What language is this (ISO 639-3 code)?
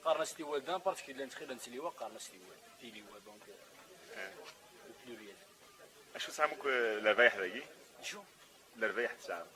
kab